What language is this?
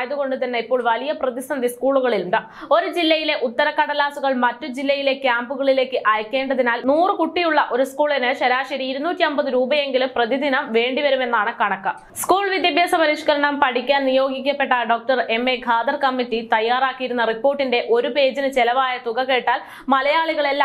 Malayalam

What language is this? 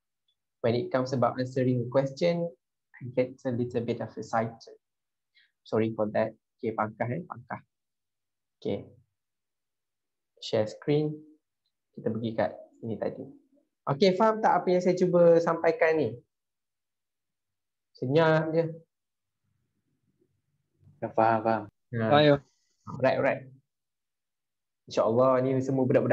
Malay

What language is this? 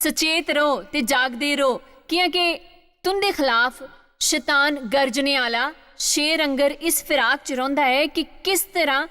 Dogri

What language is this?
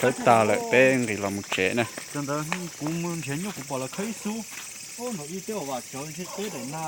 Hmong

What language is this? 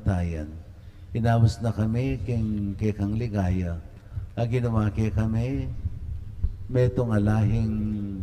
Pampanga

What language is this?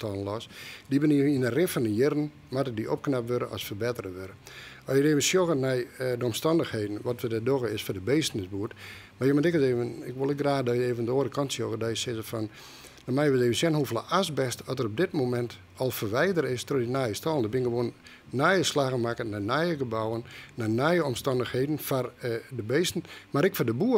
Western Frisian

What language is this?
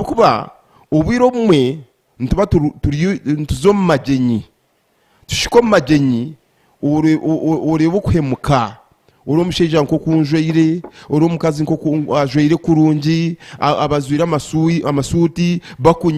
Nyankole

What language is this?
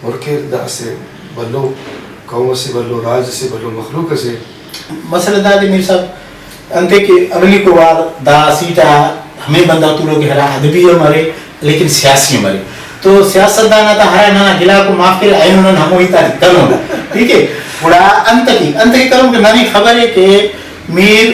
Brahui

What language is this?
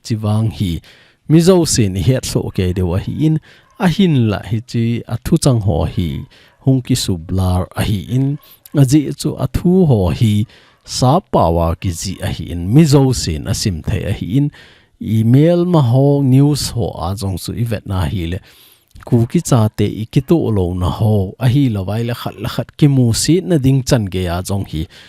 Thado Chin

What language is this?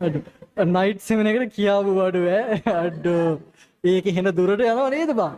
Sinhala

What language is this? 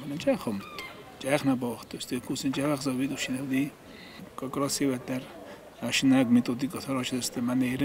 Ossetic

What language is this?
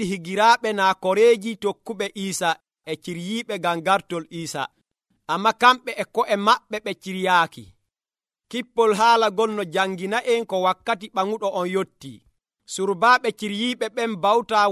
Nigerian Fulfulde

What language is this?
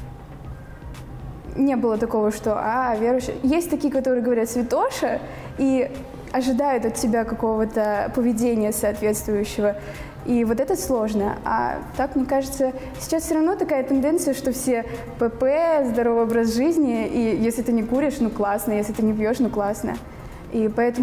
Russian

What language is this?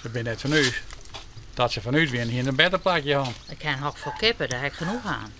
Western Frisian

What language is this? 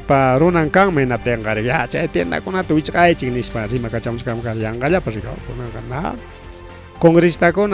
Ayacucho Quechua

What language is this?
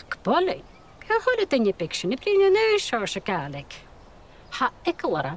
Scottish Gaelic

